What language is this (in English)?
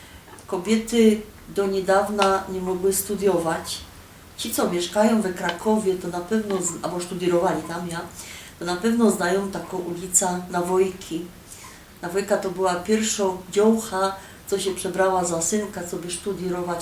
Silesian